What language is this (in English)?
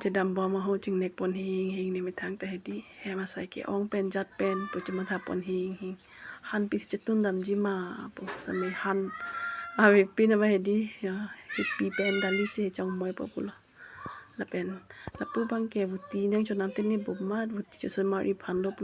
Karbi